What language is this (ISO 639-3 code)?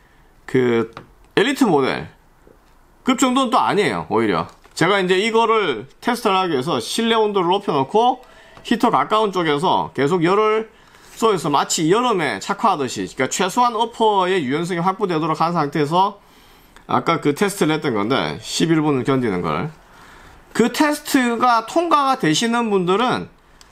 kor